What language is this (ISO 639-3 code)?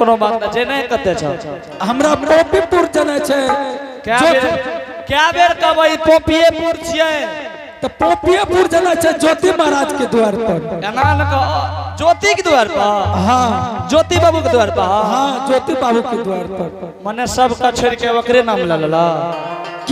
anp